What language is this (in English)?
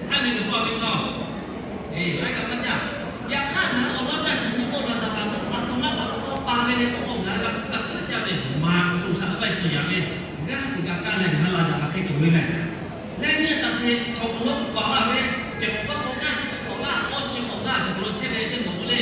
Lahu